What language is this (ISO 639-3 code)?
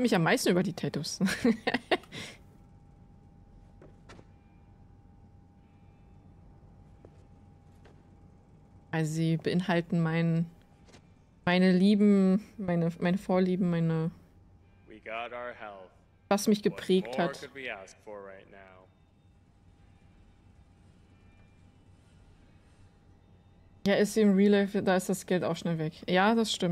deu